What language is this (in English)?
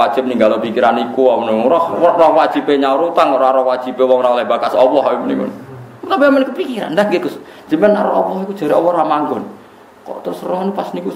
Javanese